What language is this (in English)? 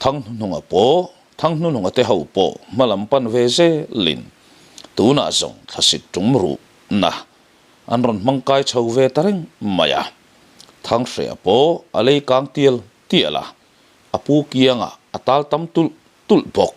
Mizo